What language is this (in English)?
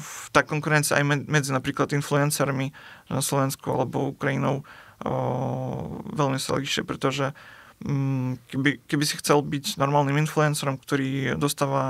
Slovak